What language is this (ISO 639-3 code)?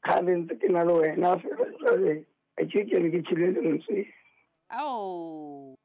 sot